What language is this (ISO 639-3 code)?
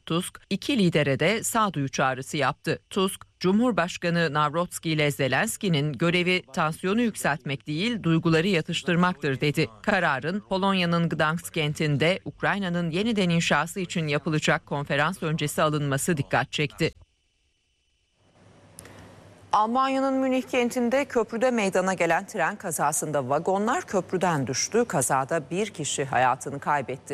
tur